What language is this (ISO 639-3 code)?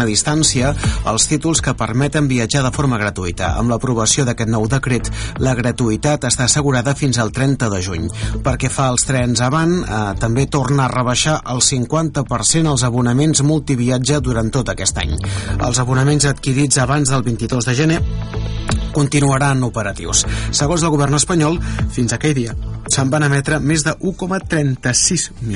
cat